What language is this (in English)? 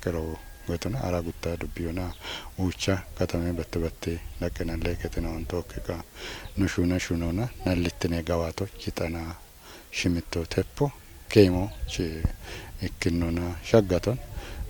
Kafa